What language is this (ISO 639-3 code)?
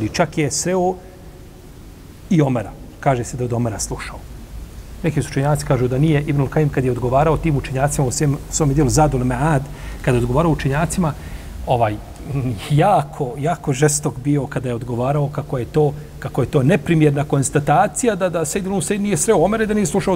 bos